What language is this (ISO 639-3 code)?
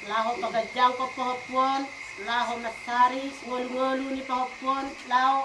bbc